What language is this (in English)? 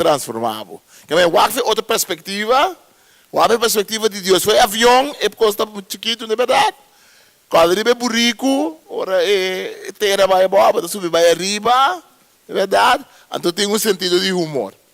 Papiamento